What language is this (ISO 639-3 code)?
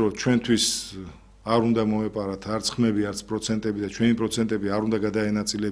kat